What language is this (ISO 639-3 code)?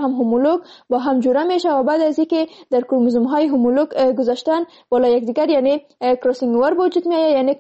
fas